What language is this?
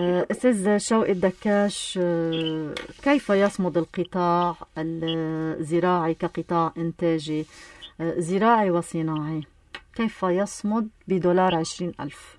North Levantine Arabic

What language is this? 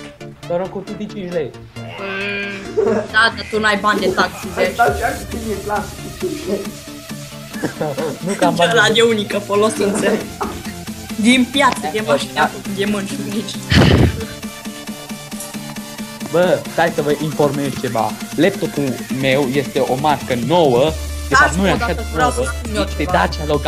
Romanian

